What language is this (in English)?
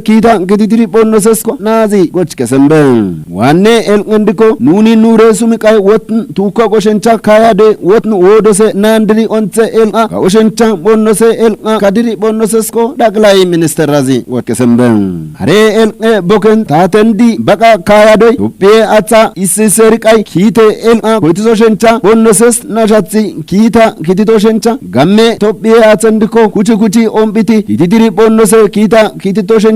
Kafa